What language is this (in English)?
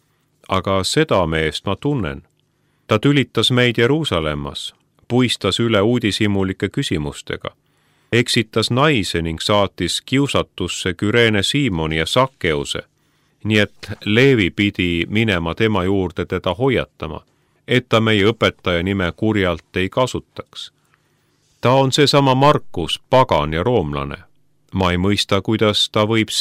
Estonian